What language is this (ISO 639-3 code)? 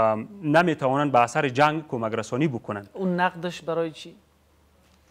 fas